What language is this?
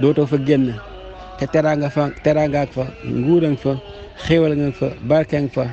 Wolof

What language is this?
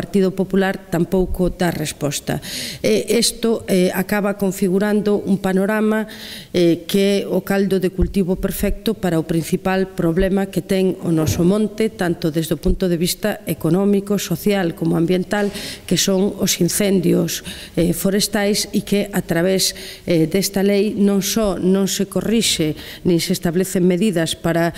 Galician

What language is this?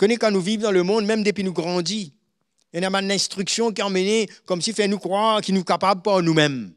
Morisyen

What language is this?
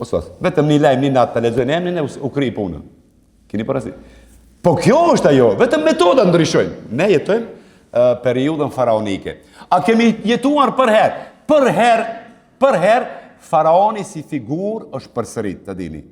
Albanian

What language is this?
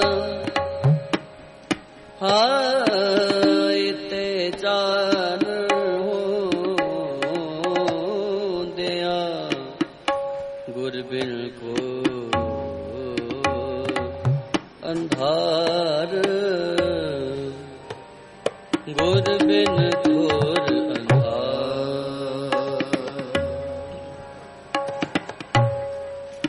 Punjabi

